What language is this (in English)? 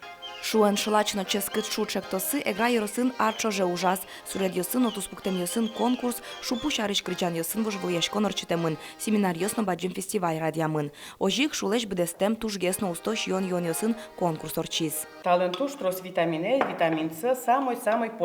Udmurt